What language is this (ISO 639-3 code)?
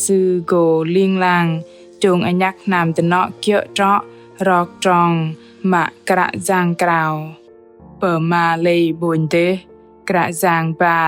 bdq